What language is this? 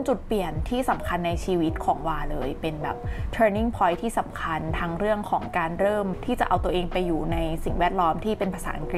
Thai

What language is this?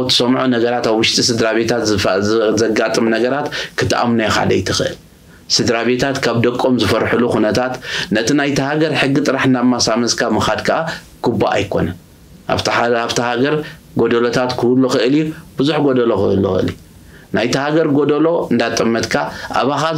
Tigrinya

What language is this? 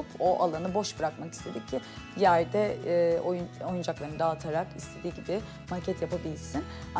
Turkish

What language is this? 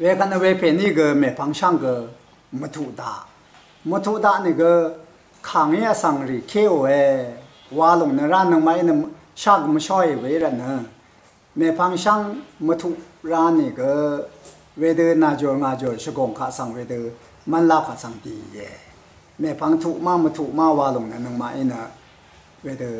Rawang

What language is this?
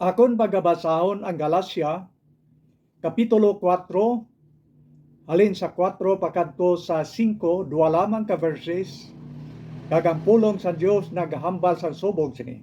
Hiligaynon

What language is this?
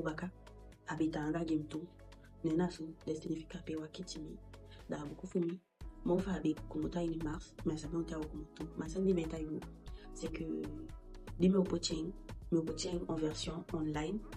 Eastern Maroon Creole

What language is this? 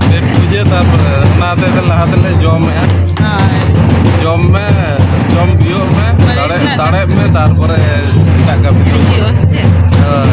Santali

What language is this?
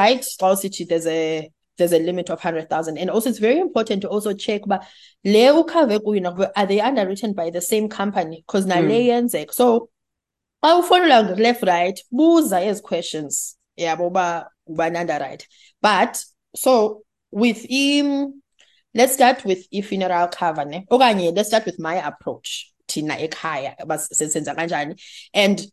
Xhosa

